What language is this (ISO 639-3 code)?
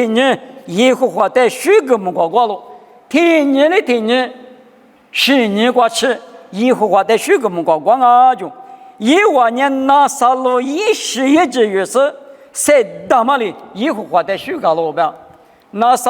lis